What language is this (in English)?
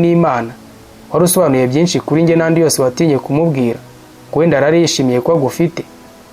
Kinyarwanda